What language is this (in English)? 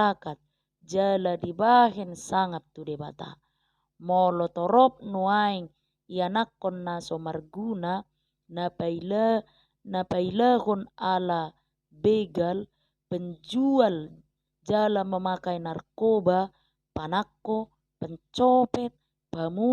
Batak Toba